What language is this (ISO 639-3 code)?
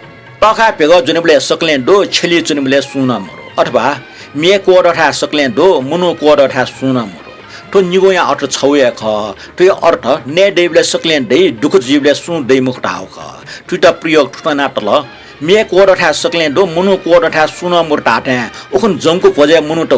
new